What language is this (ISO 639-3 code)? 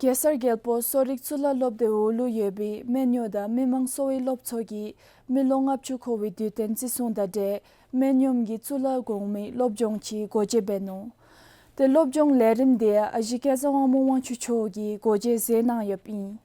dzo